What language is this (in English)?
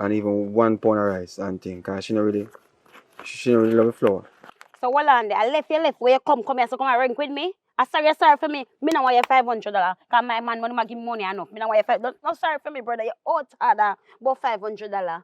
Jamaican Creole English